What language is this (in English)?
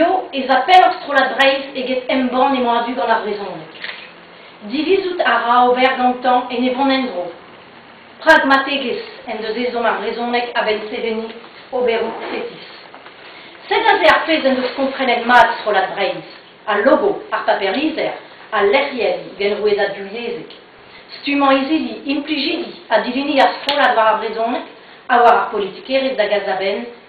Breton